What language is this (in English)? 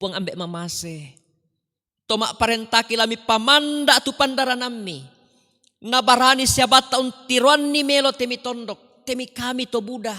Toraja-Sa'dan